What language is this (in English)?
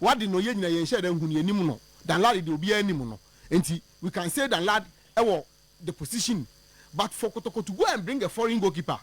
Akan